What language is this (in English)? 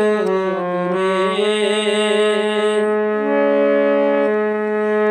Bangla